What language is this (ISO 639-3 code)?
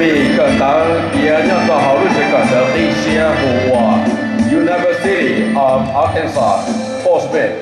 hmn